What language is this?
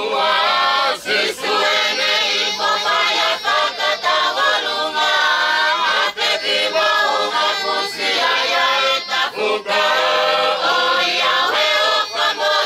Tongan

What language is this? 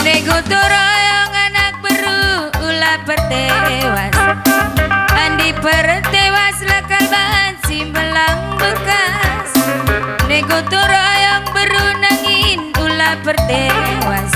Batak Karo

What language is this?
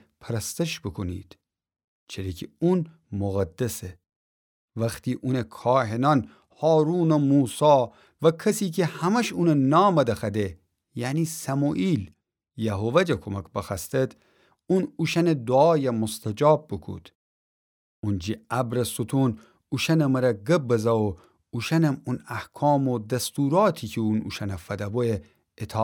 Gilaki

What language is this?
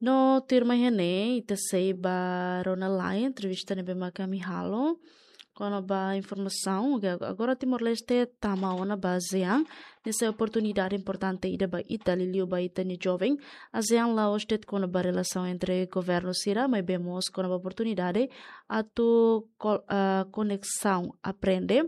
Tetum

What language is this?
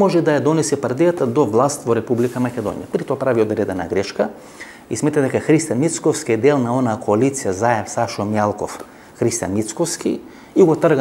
Macedonian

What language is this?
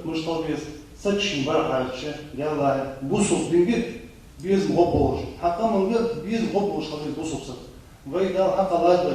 Ingush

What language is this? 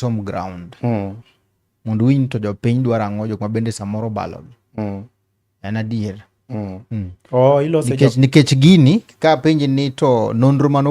Luo (Kenya and Tanzania)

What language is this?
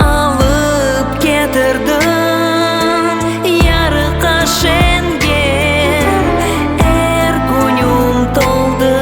Crimean Tatar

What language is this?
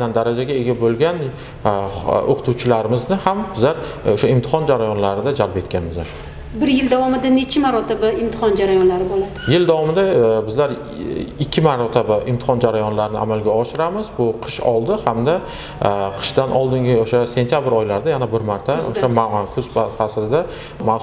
Uzbek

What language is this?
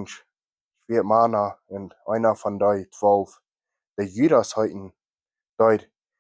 Plautdietsch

